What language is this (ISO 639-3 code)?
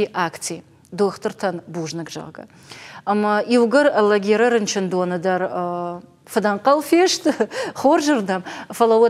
oss